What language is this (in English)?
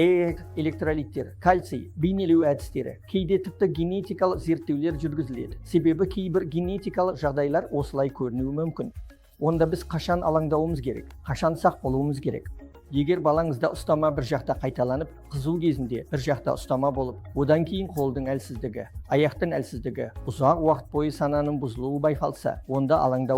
Kazakh